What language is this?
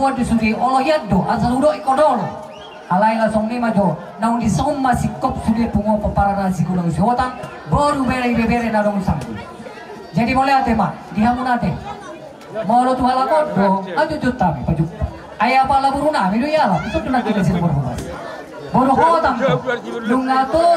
Batak Toba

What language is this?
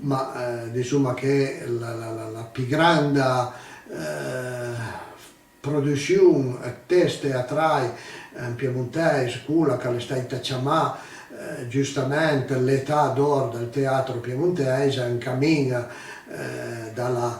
Piedmontese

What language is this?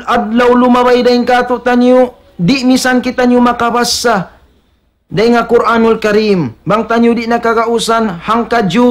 Tausug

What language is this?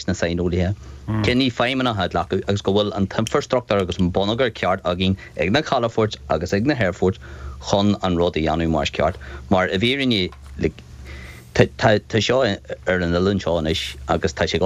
Irish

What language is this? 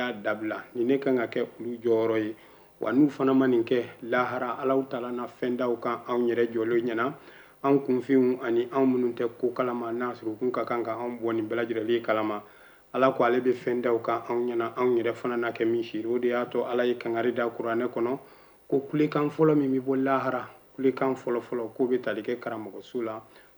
Bambara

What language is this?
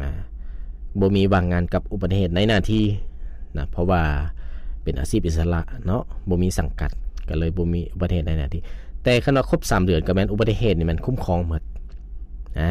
Lao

